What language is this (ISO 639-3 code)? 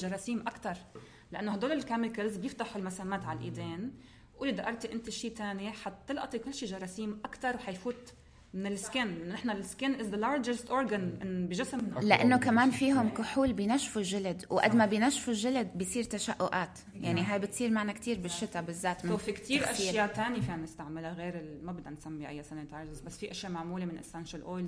apc